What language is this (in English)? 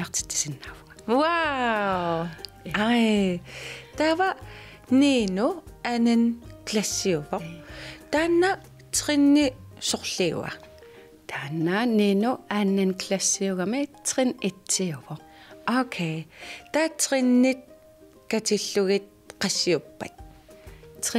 Kalaallisut